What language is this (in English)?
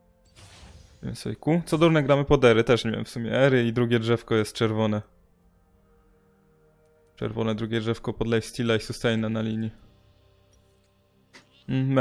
Polish